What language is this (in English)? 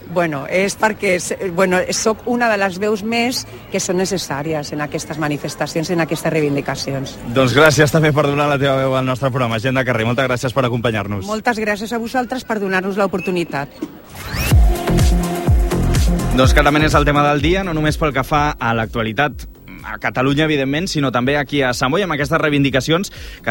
Catalan